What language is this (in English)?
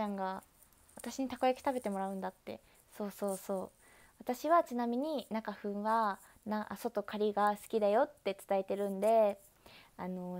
Japanese